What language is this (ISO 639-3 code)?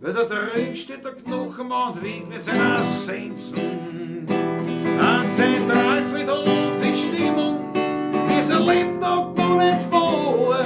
bar